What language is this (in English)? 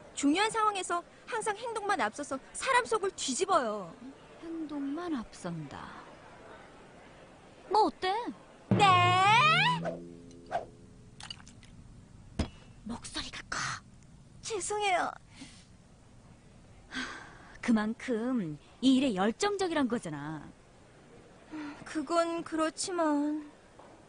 Korean